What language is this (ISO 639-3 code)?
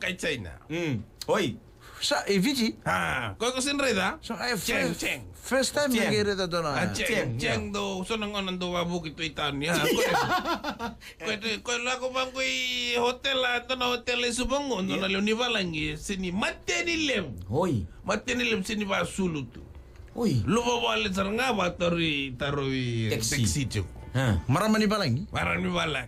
fij